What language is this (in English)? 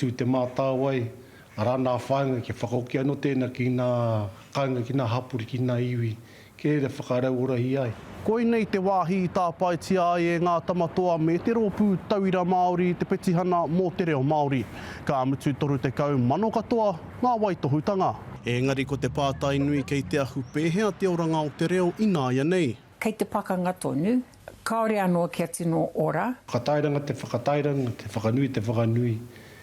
Māori